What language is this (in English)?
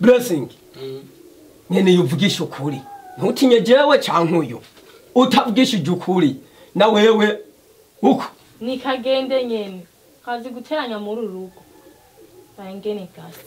Rundi